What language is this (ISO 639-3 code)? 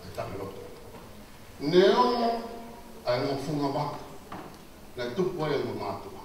ton